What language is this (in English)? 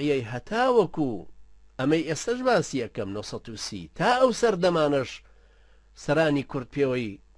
Central Kurdish